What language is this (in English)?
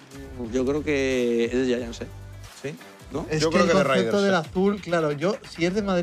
Spanish